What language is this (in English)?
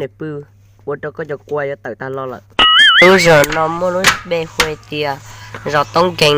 Hmong